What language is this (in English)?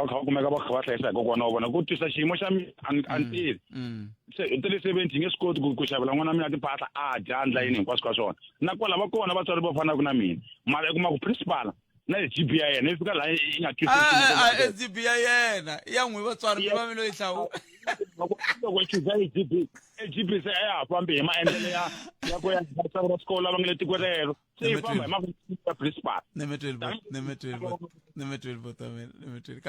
Tsonga